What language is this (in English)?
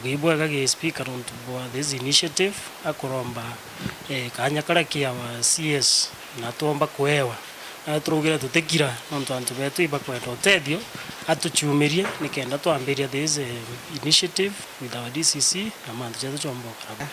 Meru